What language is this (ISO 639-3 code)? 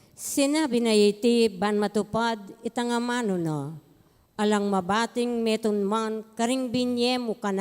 pam